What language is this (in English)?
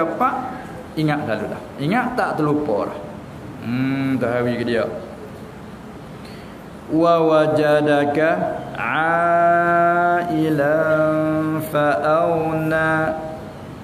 Malay